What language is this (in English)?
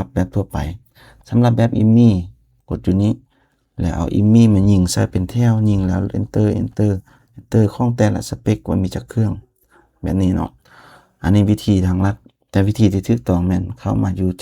Lao